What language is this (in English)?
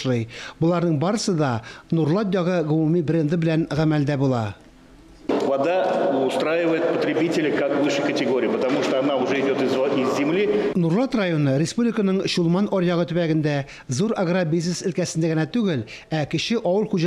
Tatar